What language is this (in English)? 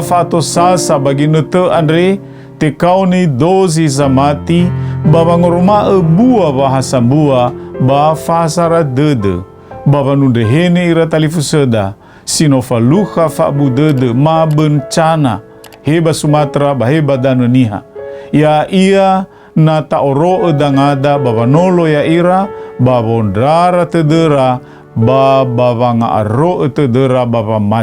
Nias